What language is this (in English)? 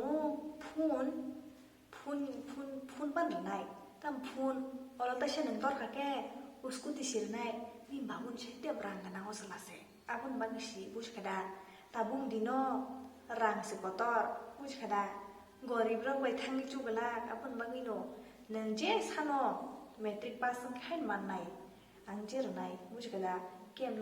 Kok Borok